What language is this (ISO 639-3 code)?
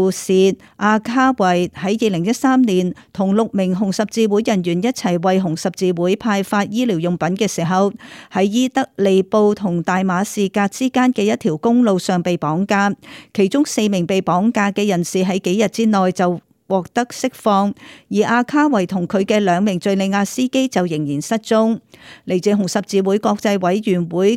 yue